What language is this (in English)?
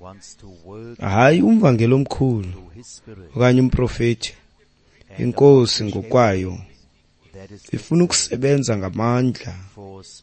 Xhosa